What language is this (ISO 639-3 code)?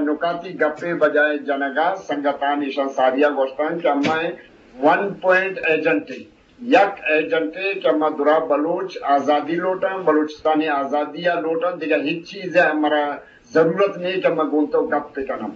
bgp